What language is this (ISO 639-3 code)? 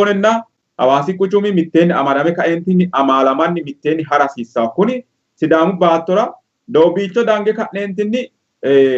sid